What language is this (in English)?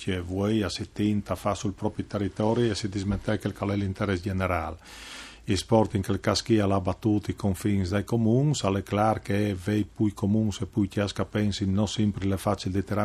Friulian